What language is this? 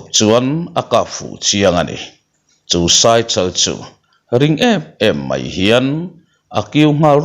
Mizo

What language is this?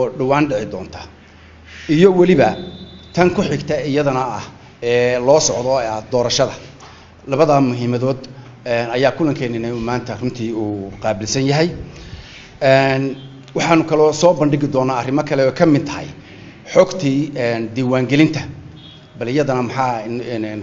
Somali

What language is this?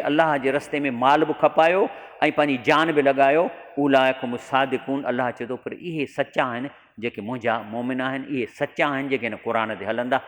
Sindhi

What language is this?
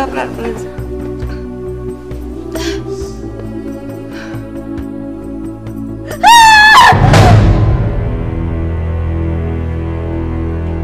Indonesian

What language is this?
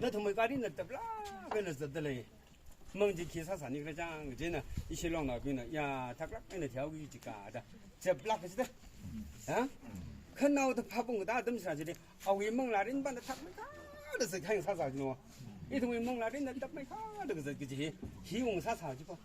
Tangkhul Naga (India)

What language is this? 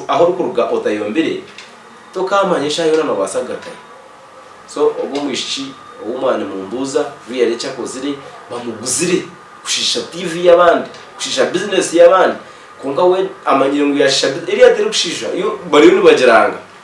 Nyankole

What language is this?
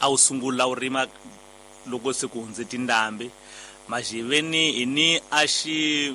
Tsonga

